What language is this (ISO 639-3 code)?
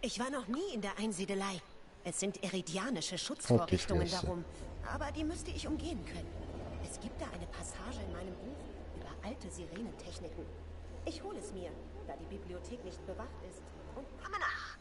gsw